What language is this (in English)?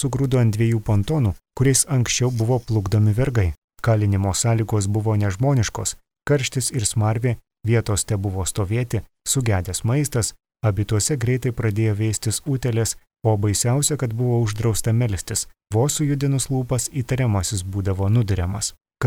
Lithuanian